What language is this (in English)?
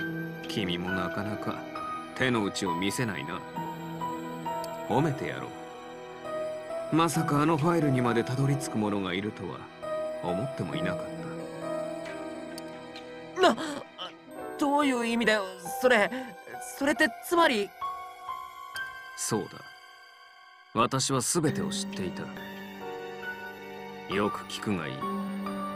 Japanese